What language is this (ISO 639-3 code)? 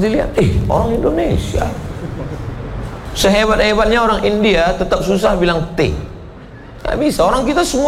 ind